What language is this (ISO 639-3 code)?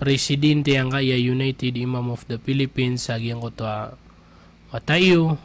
mrw